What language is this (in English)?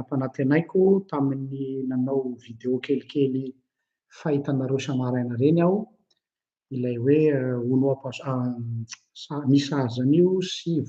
Malagasy